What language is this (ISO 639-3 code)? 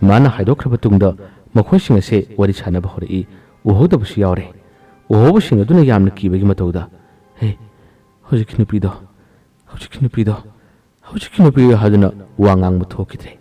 mni